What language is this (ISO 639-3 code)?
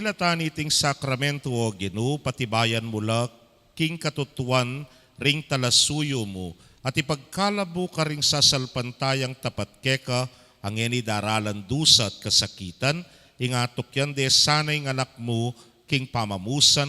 pam